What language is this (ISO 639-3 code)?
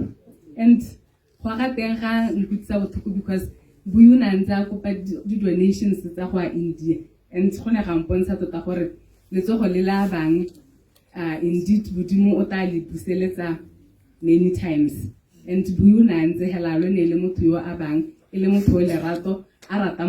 tsn